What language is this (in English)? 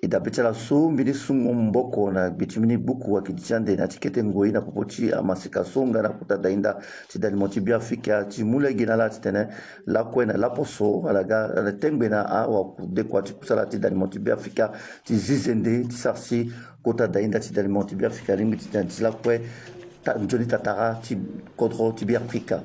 Sango